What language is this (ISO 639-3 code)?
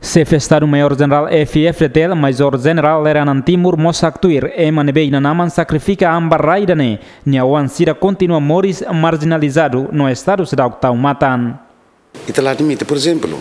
tet